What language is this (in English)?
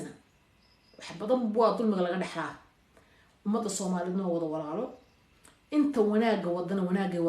Somali